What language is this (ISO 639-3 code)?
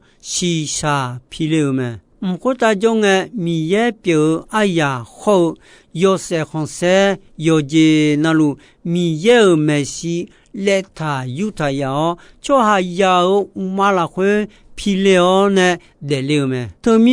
ahk